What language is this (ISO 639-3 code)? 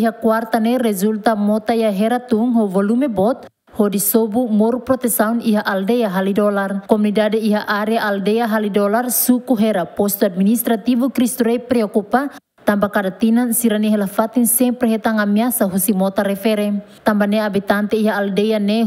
tet